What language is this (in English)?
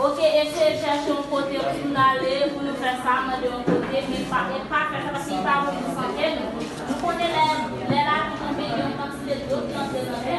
Haitian Creole